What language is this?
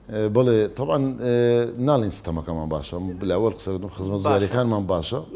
Central Kurdish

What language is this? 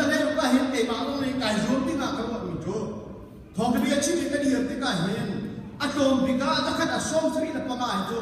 Hakha Chin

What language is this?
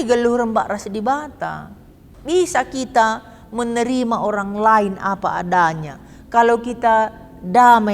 Batak Karo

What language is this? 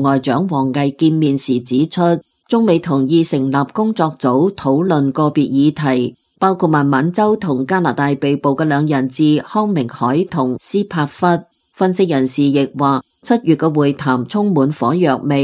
Cantonese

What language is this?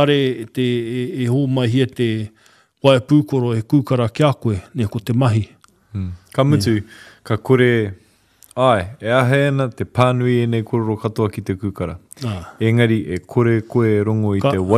Māori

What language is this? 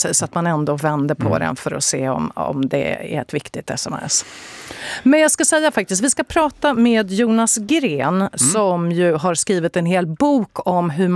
Swedish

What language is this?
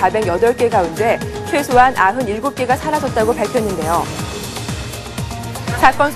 Korean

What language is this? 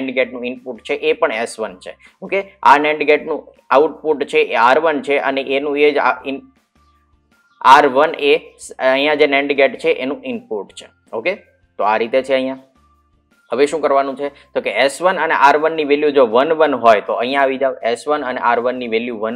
Gujarati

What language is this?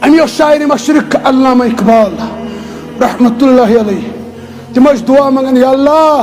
Kashmiri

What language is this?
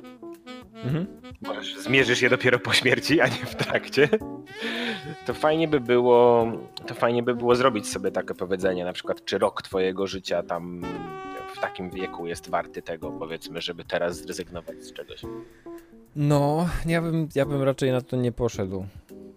Polish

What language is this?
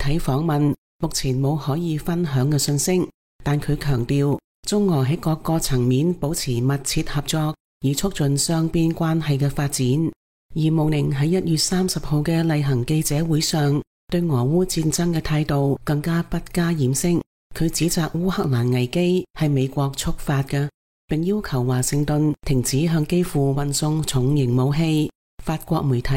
Cantonese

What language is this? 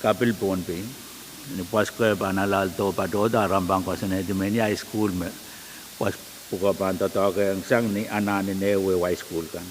Pohnpeian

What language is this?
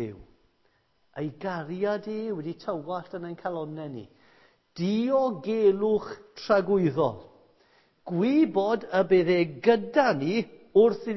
Welsh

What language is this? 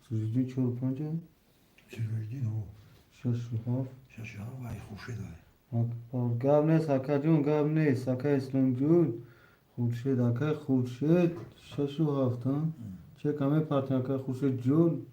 Tajik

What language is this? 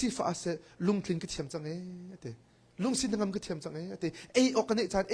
Hakha Chin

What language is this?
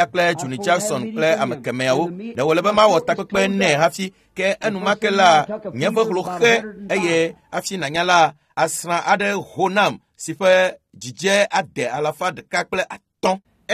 Ewe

